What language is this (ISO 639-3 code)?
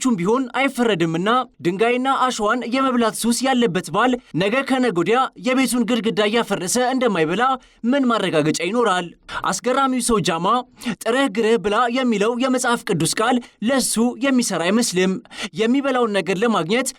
amh